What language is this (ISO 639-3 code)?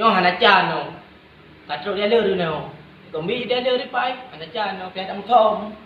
ace